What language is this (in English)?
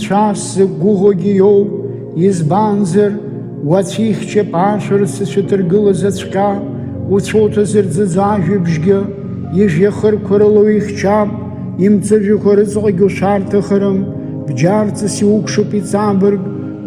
Abkhazian